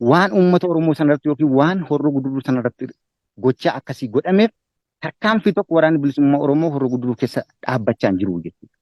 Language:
Oromo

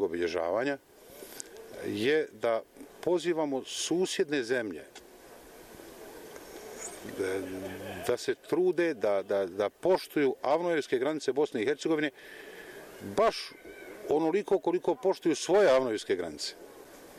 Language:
Bosnian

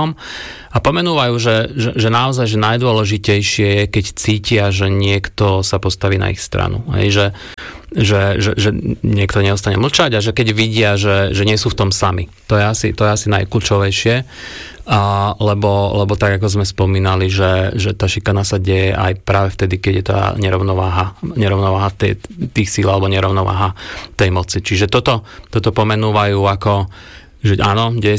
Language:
Slovak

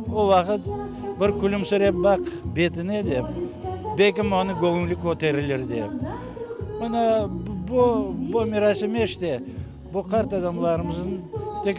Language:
Crimean Tatar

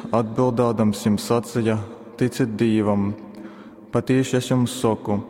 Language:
Latgalian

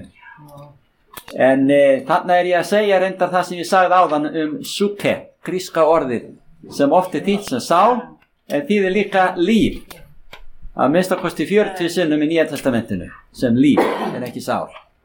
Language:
Icelandic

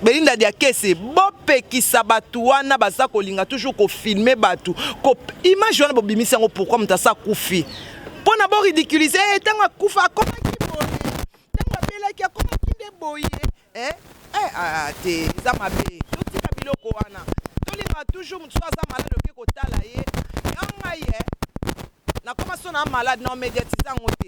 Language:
Lingala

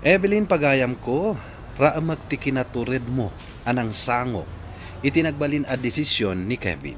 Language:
Iloko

